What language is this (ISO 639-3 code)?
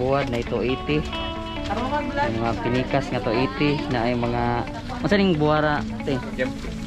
ceb